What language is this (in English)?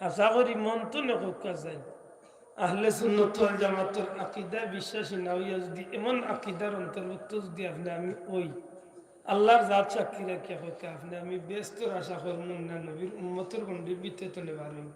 Sylheti